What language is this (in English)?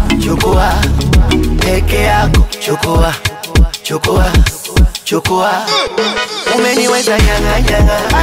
Swahili